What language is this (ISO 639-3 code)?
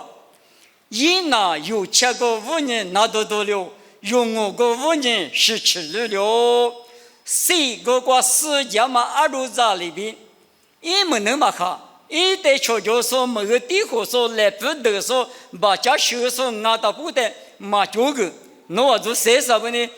lis